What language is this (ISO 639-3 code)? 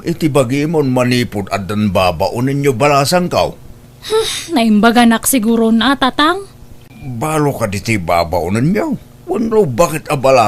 ilo